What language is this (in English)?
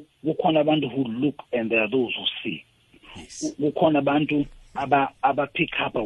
South Ndebele